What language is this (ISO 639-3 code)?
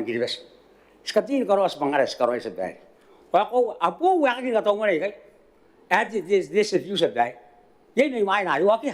gil